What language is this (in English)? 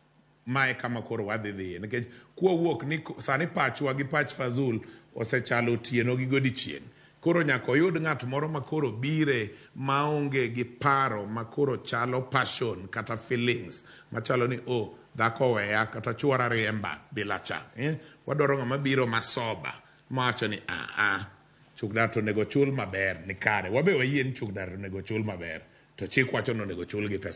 Luo (Kenya and Tanzania)